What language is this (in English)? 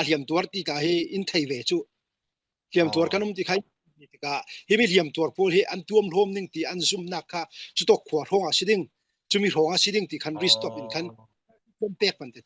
Falam Chin